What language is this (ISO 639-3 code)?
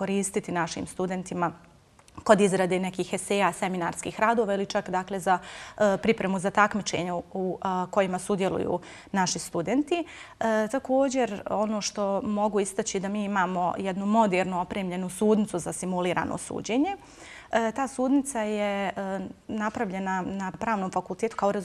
bos